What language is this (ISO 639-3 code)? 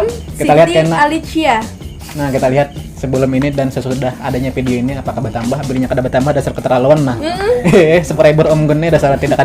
bjn